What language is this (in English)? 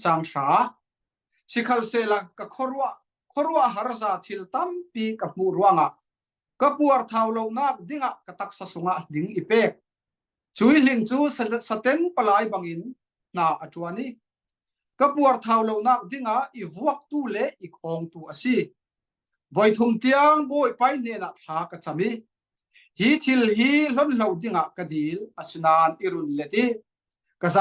Falam Chin